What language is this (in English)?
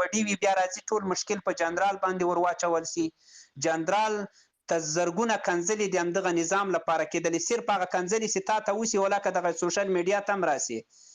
Pashto